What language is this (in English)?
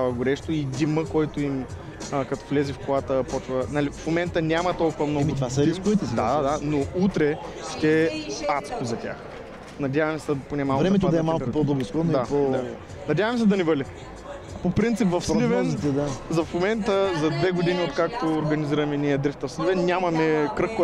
Bulgarian